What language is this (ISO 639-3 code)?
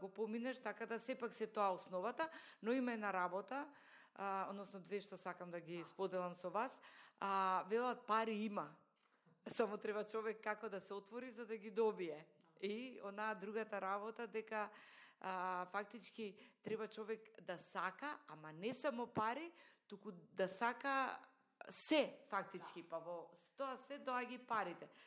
mkd